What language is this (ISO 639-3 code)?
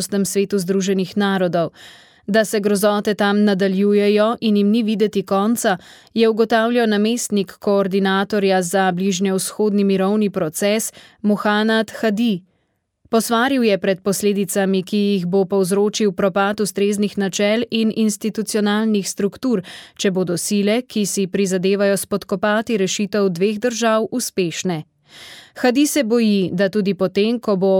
slv